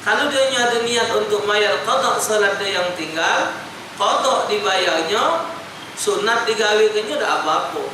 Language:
Musi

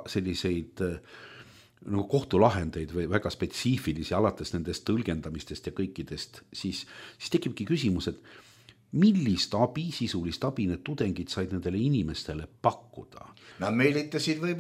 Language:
Estonian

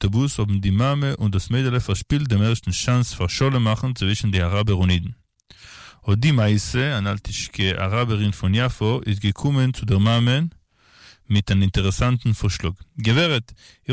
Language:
Yiddish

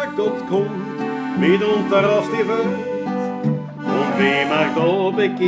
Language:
Bavarian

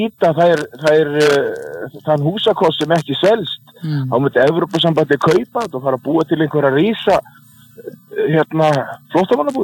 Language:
Icelandic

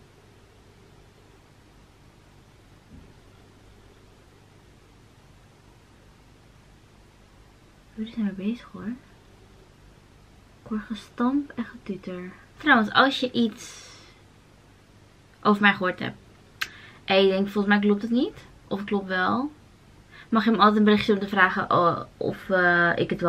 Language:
Dutch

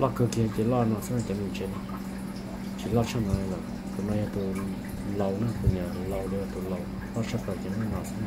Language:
Hmong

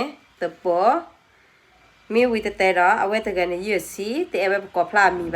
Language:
S'gaw Karen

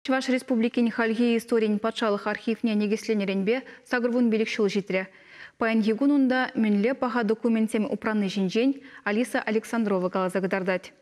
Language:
Chuvash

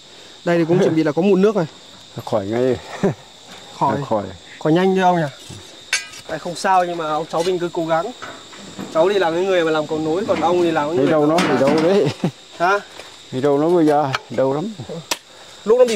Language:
Vietnamese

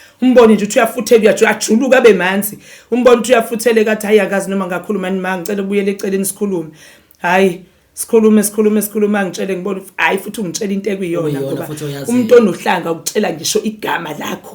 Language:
Zulu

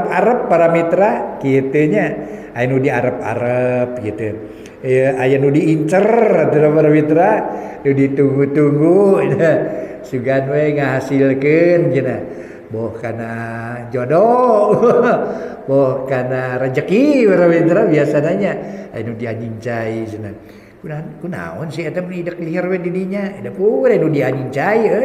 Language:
Sundanese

